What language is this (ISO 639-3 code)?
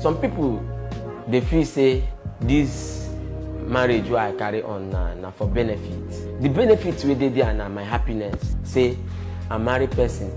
pcm